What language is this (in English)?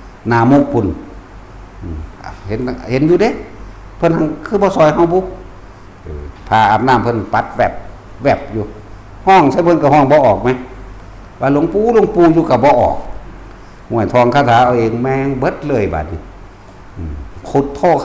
Northeastern Thai